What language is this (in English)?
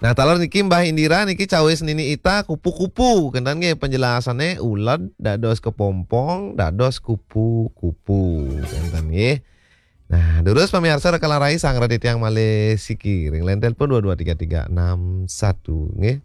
Balinese